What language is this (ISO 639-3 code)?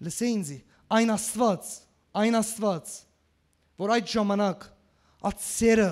hyw